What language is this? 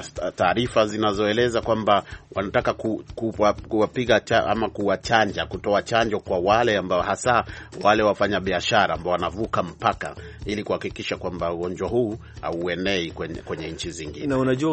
Swahili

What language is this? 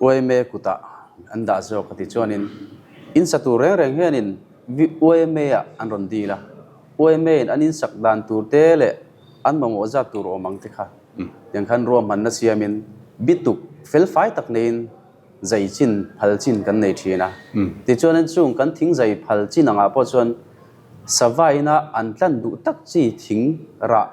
Mizo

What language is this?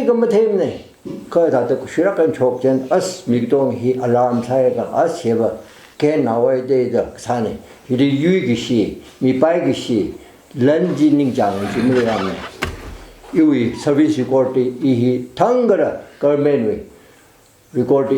Tangkhul Naga (India)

